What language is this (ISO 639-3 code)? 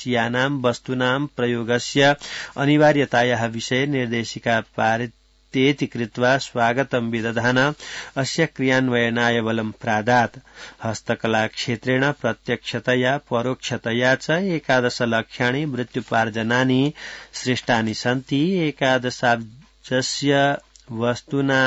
san